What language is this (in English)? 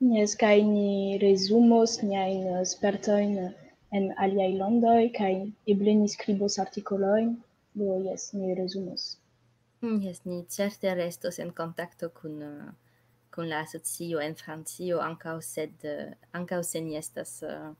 Esperanto